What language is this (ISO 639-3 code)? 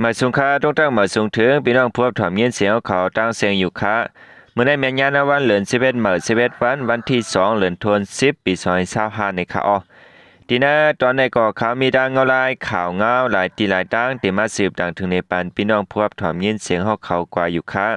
shn